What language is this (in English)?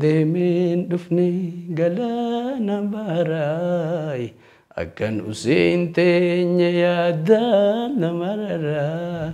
Oromo